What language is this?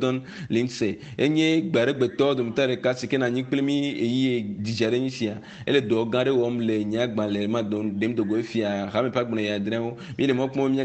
Ewe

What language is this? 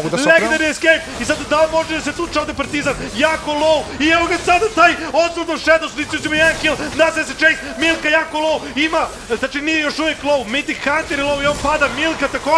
Serbian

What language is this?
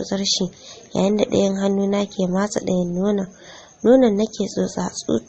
Hausa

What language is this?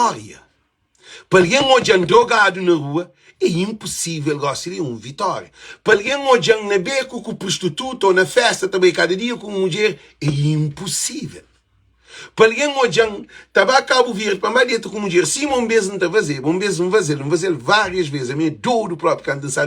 Kabuverdianu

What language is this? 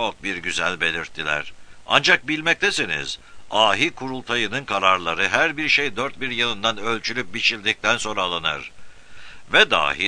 Turkish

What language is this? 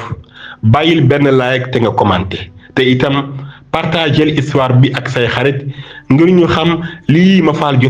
Wolof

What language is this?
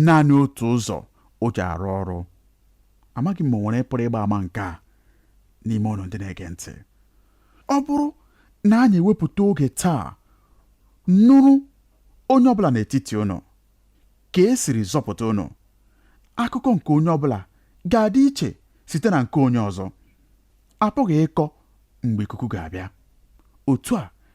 Igbo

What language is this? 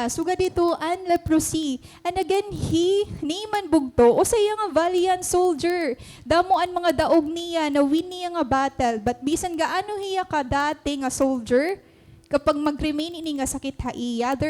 Waray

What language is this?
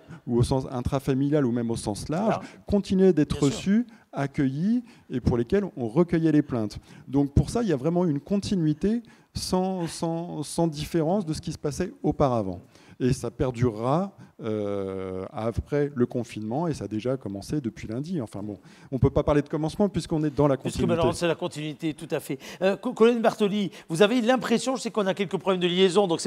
French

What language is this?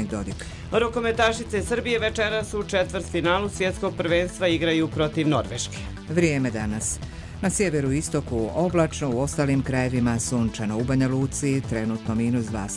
Croatian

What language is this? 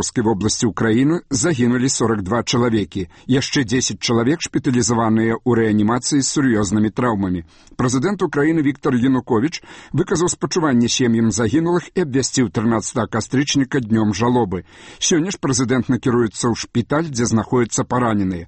Belarusian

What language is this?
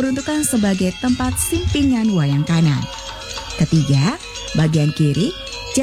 Indonesian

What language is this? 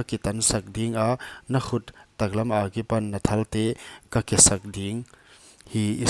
Paite Chin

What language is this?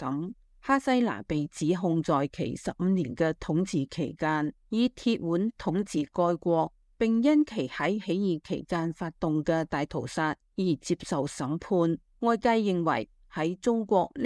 Cantonese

